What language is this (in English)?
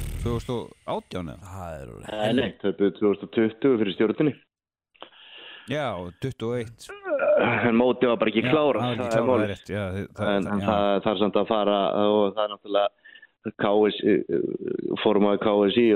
Icelandic